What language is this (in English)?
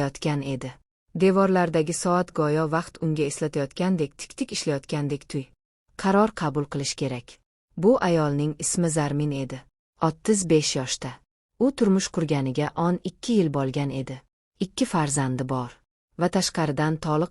Uzbek